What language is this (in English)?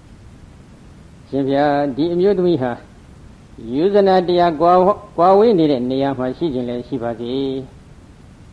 Burmese